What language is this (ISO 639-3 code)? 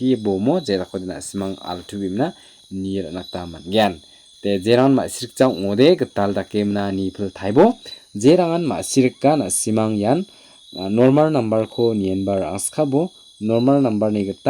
grt